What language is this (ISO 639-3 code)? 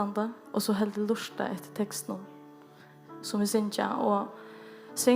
fao